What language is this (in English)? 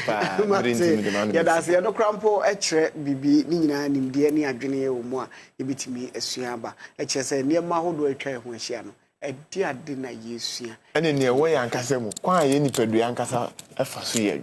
Akan